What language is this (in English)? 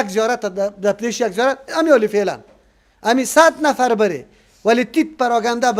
Persian